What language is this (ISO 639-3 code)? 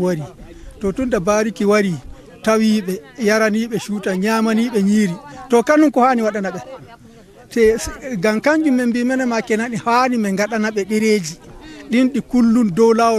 ful